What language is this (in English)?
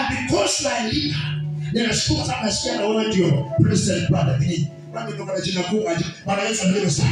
Swahili